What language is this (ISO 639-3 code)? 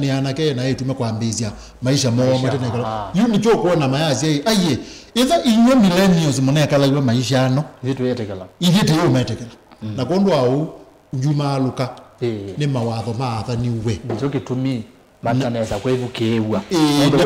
kam